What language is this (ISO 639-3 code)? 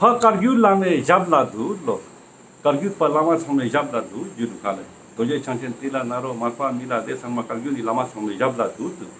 lbj